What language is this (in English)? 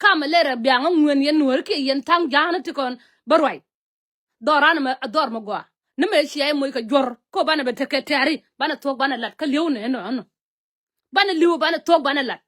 Nuer